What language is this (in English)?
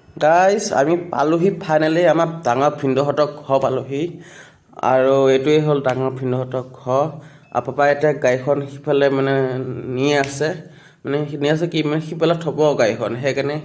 Assamese